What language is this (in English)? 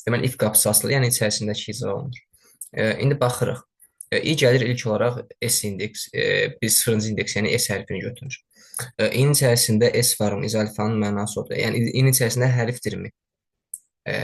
Azerbaijani